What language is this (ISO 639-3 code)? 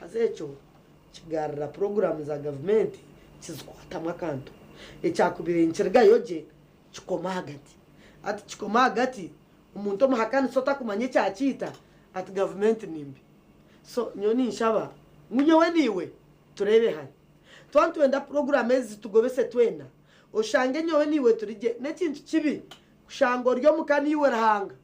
nyn